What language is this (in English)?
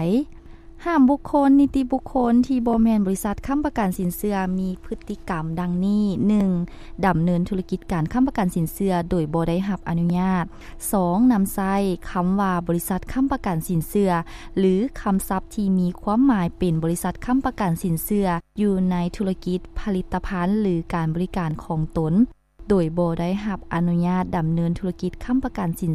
Lao